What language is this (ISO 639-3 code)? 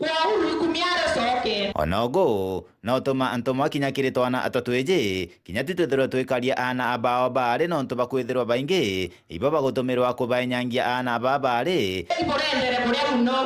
mer